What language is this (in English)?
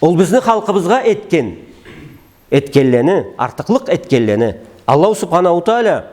Karachay-Balkar